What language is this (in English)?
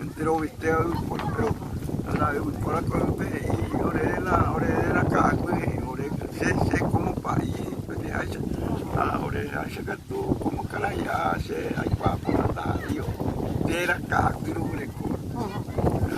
Guarani